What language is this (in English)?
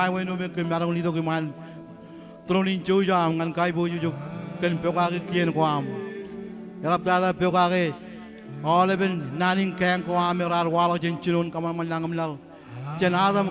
Marshallese